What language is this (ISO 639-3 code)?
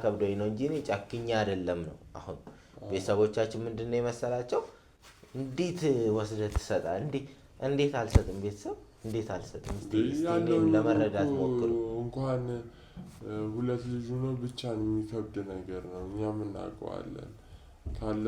amh